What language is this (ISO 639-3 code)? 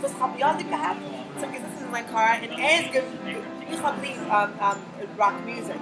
yid